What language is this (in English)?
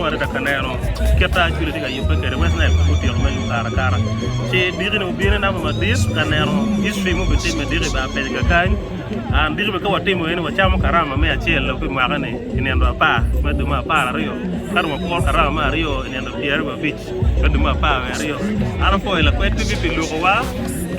Acoli